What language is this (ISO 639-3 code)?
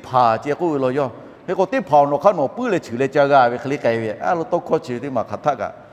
lhu